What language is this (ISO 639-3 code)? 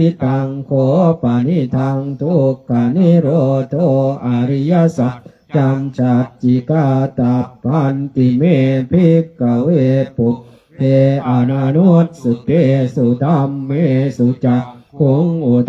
pli